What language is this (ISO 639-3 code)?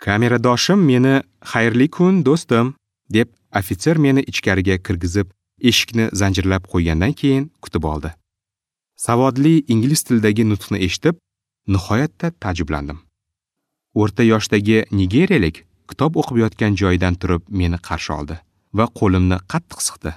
uzb